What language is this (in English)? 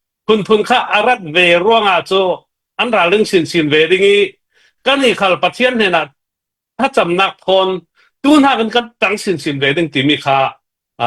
Hakha Chin